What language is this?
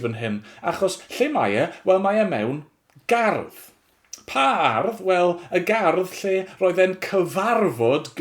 Welsh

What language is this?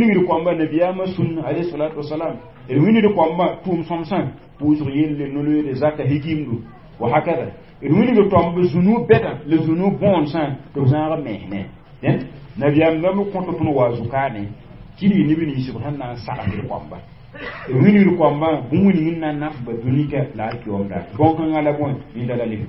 Mossi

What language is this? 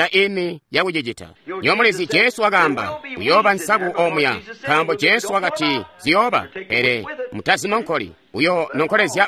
Tonga (Zambia)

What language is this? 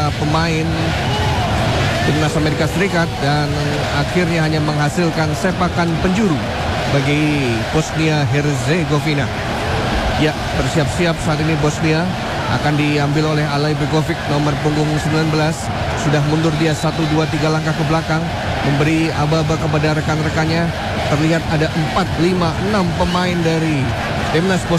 Indonesian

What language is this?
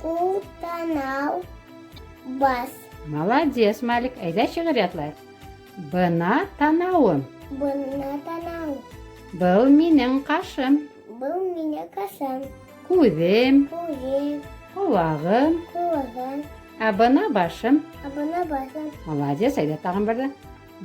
Bashkir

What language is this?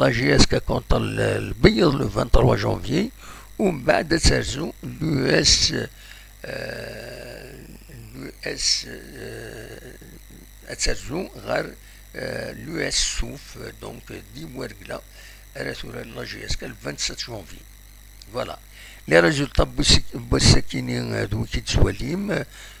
Kabyle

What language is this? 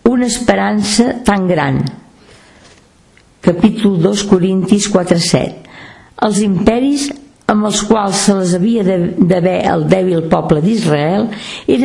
Catalan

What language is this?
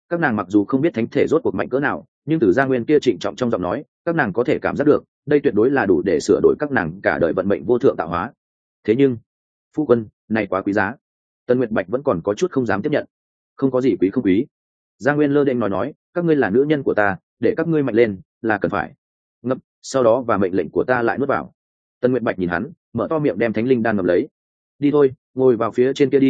Vietnamese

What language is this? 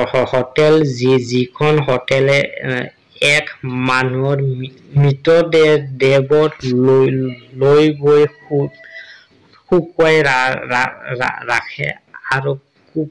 Assamese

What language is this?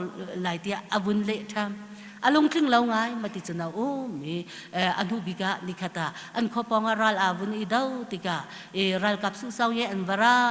Hakha Chin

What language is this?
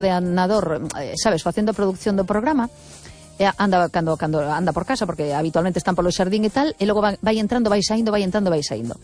Galician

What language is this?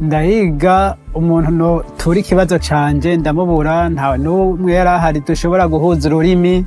Rundi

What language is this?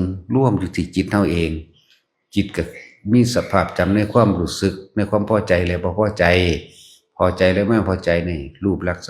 Northeastern Thai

